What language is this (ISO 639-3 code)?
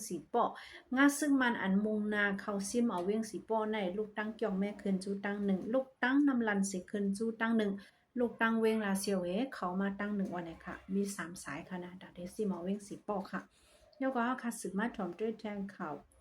shn